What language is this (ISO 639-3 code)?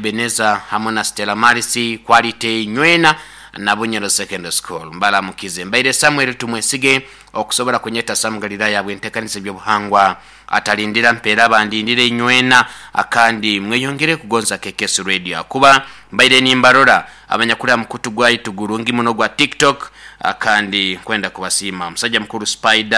nyo